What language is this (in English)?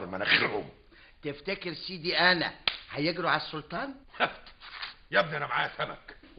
Egyptian Arabic